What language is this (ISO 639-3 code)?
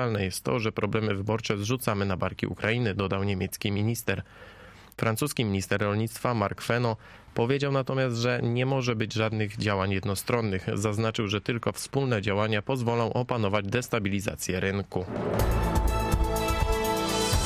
pol